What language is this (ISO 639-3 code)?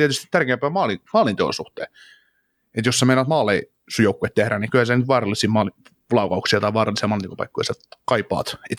fin